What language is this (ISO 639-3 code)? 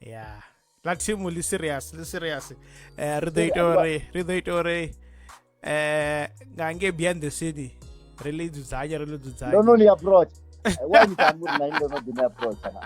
ven